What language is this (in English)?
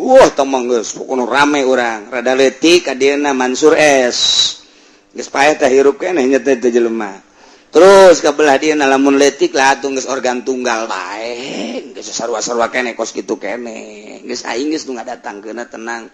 Sundanese